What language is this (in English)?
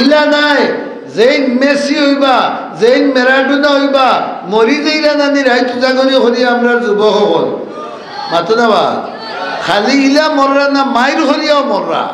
Sylheti